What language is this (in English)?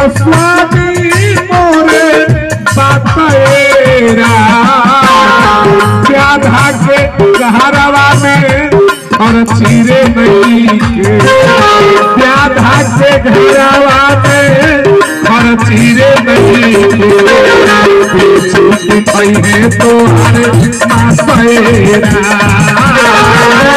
Bhojpuri